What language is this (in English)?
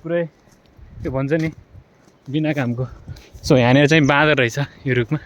Nepali